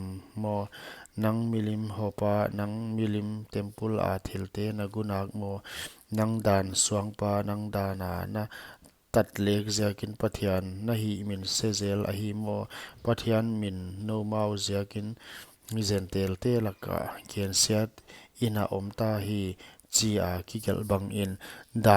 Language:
Paite Chin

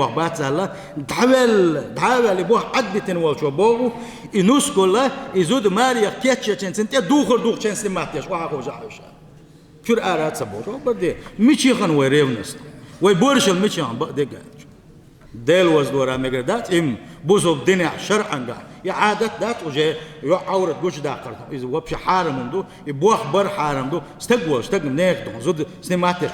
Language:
Chechen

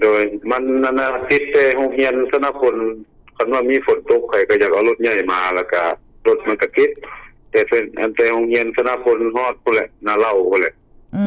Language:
Lao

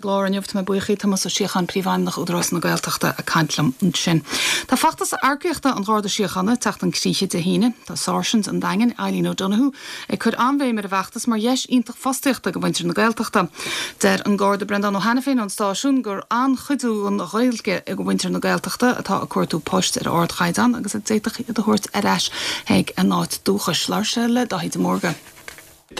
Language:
Irish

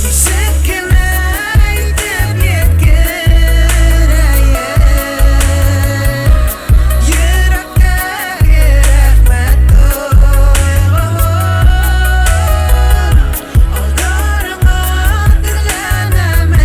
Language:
Bashkir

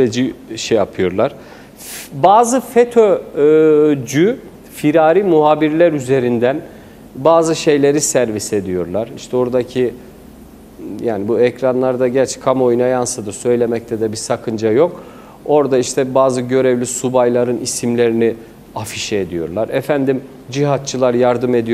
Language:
Turkish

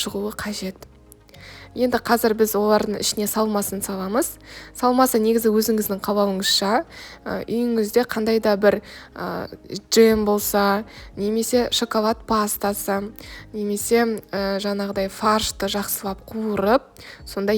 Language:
Kazakh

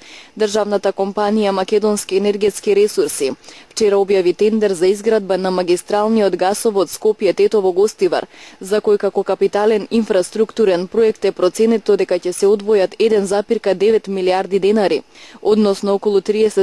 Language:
Macedonian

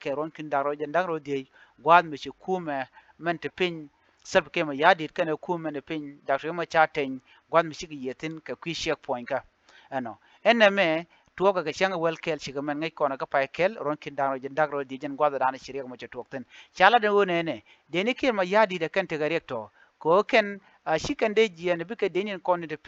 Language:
Nuer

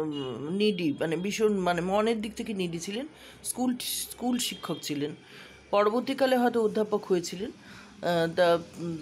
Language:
Bangla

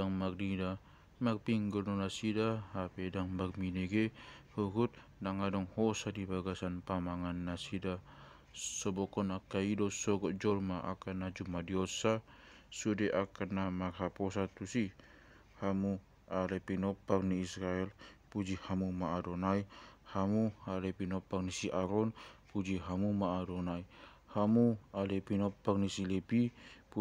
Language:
Batak Toba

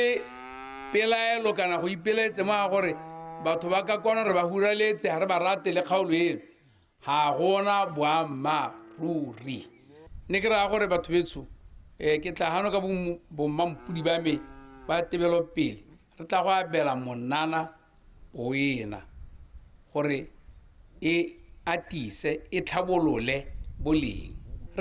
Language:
Tswana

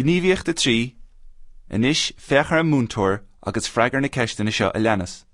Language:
Irish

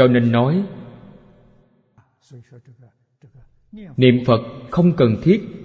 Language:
Vietnamese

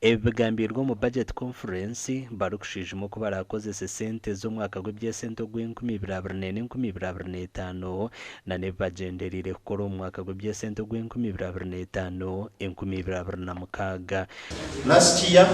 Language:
Nyankole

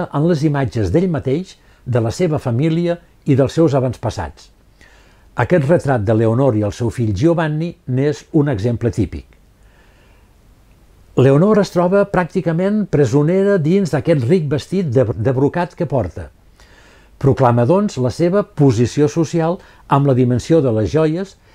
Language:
Catalan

